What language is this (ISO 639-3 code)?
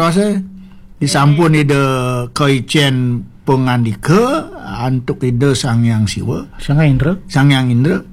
ban